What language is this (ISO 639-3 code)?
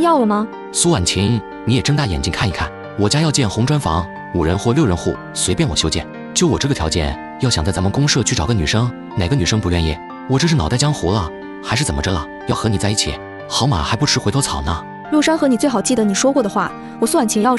zho